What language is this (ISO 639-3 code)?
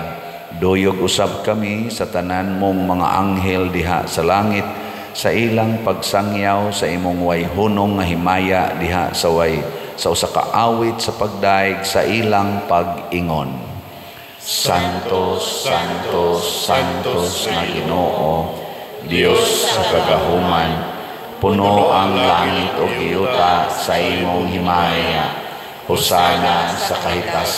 ceb